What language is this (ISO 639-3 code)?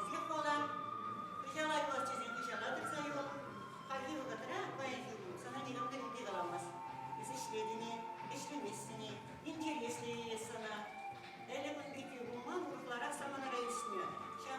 chv